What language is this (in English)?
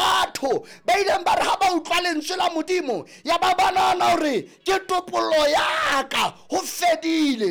Southern Sotho